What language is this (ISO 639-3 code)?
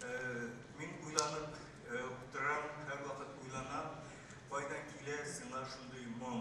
tat